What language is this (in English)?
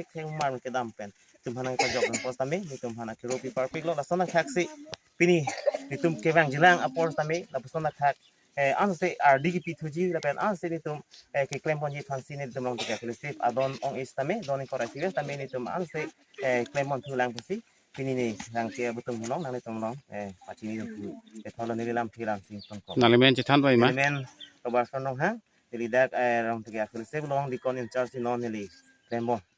Karbi